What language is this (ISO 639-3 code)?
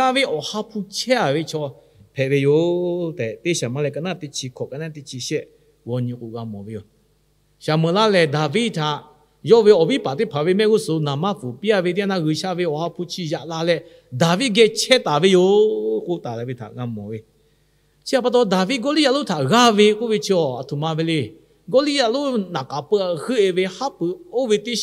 lhu